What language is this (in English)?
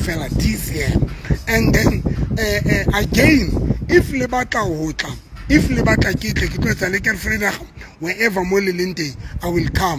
Southern Sotho